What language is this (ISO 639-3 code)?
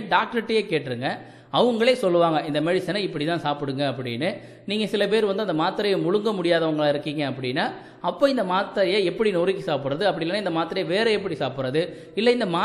tam